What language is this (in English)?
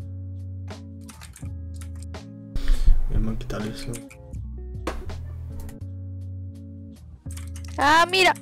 Spanish